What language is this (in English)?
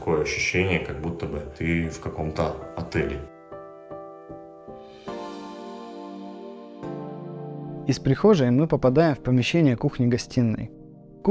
Russian